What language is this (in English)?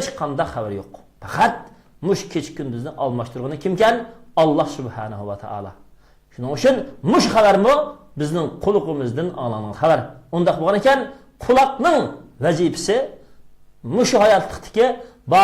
Uyghur